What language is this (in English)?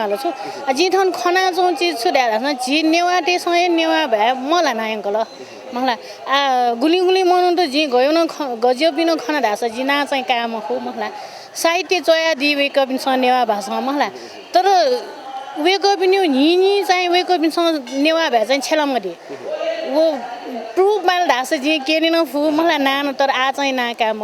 Newari